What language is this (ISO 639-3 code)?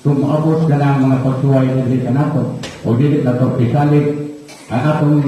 ceb